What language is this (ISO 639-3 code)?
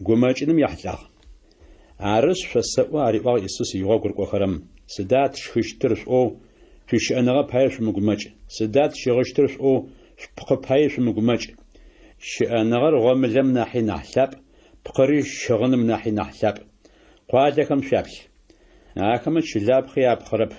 ady